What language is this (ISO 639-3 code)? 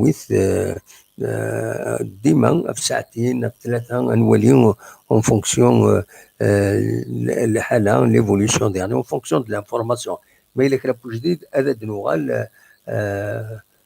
kab